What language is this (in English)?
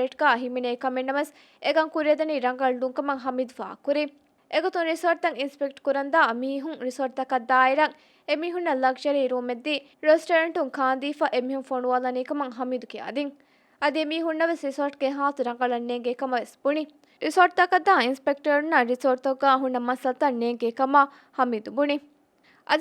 Divehi